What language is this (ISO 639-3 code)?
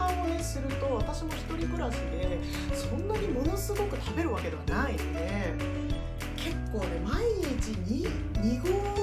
jpn